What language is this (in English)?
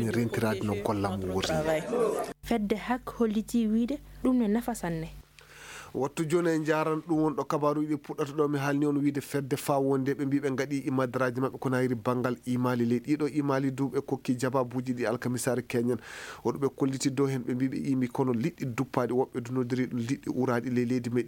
Fula